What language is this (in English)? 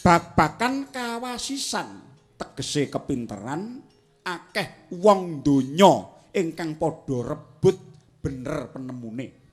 Javanese